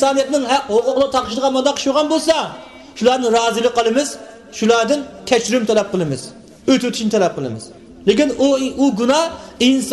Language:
Uyghur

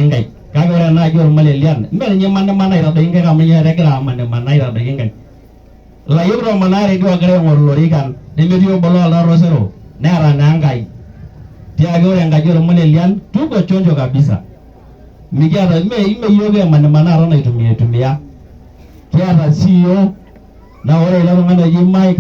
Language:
Masai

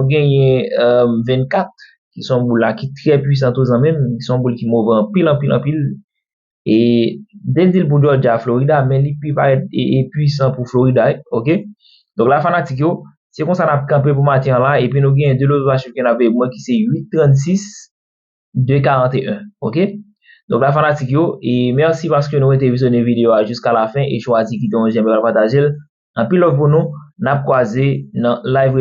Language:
Haitian Creole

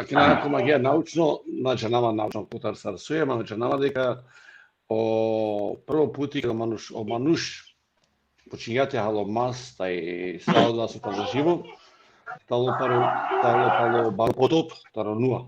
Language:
Balkan Romani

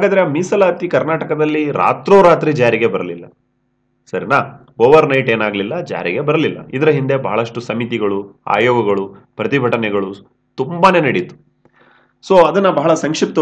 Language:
Kannada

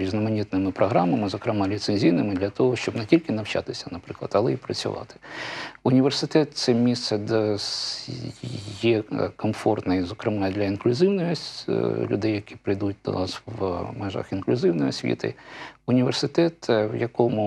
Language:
Ukrainian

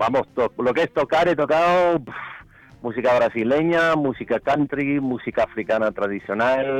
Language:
Spanish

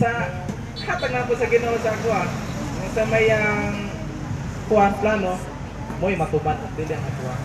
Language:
Cebuano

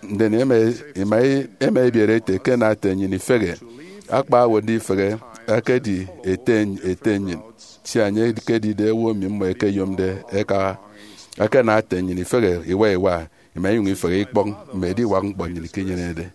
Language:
Efik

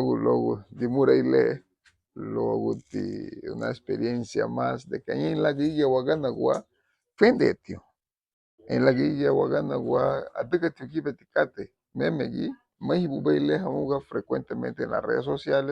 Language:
Garifuna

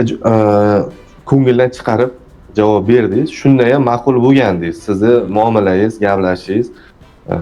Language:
Uzbek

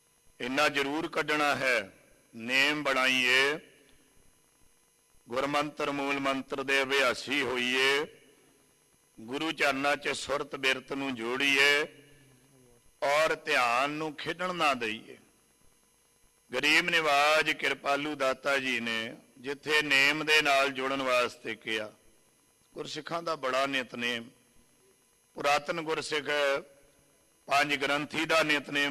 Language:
Punjabi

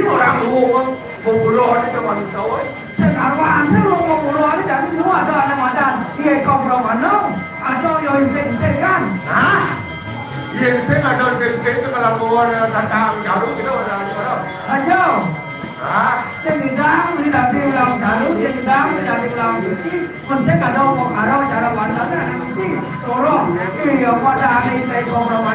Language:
Balinese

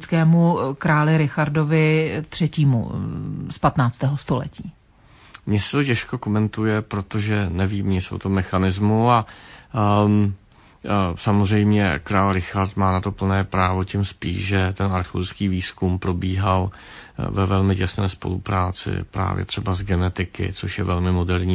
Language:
Czech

